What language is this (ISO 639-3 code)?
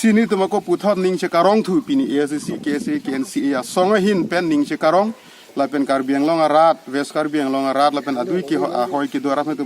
mjw